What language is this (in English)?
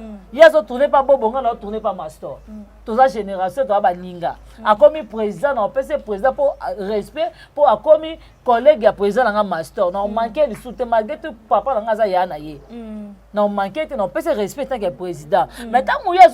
Lingala